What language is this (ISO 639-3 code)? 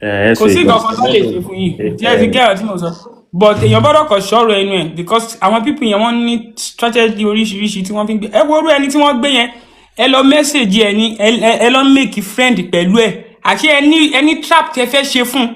yor